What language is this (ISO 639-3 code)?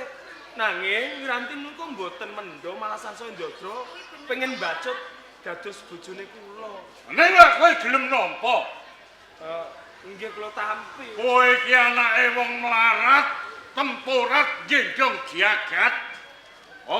jav